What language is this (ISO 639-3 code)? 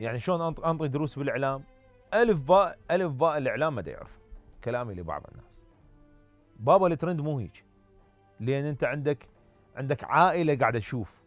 acm